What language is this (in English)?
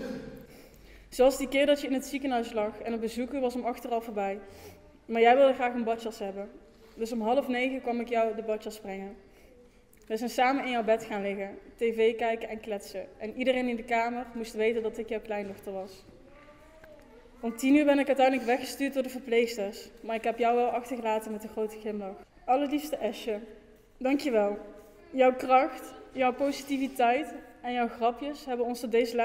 Dutch